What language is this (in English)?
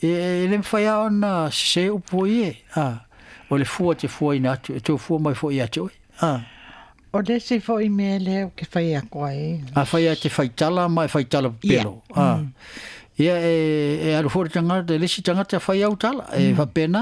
Samoan